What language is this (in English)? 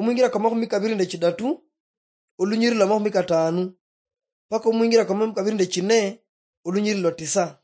Luyia